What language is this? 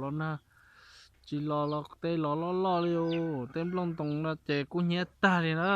Hmong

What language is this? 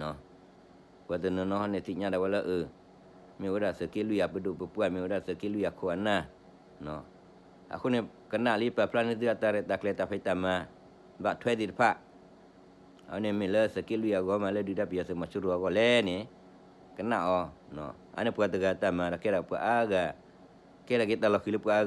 S'gaw Karen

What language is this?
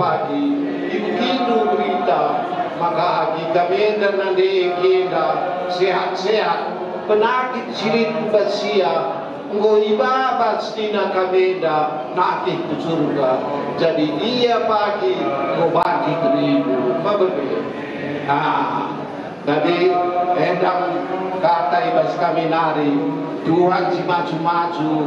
Batak Karo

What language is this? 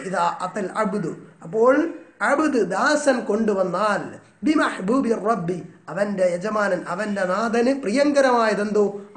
Malayalam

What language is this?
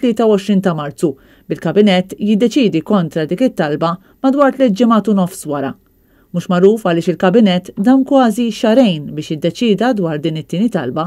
Maltese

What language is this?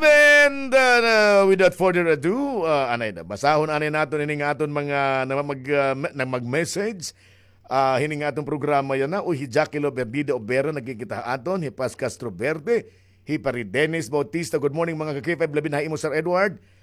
Waray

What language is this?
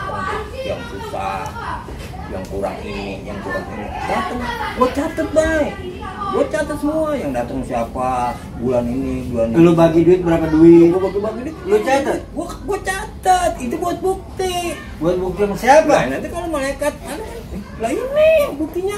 Betawi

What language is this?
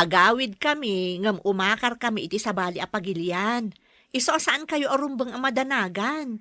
Iloko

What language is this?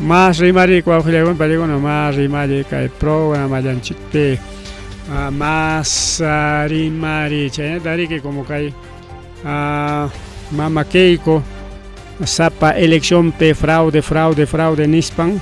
Ayacucho Quechua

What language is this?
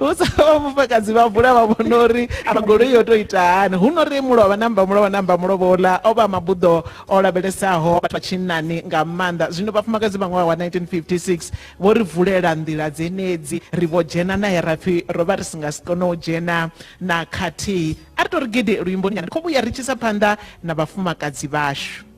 Venda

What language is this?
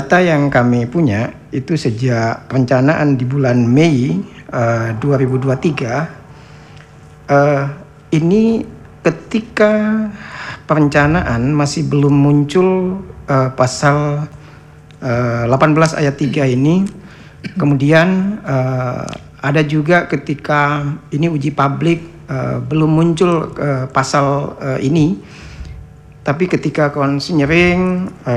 Indonesian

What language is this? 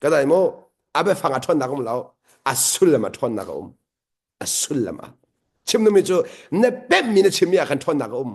Hakha Chin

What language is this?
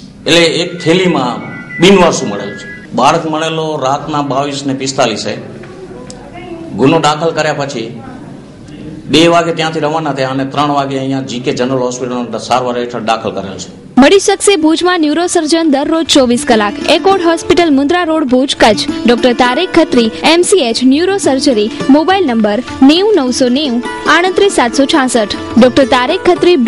Gujarati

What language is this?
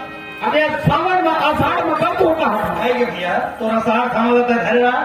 Chhattisgarhi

